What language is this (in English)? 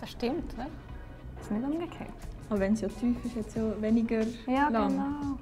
Swiss German